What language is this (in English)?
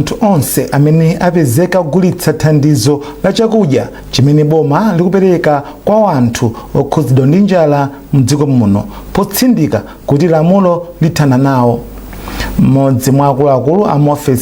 Nyanja